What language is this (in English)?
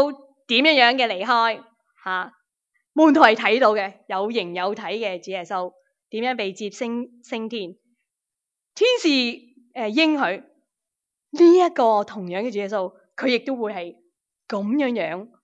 Cantonese